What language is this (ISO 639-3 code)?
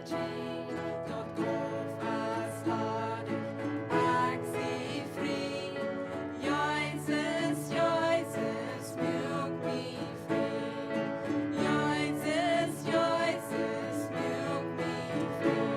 pdt